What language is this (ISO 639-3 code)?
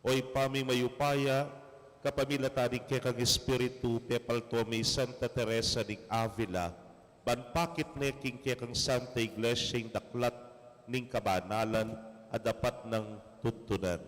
pam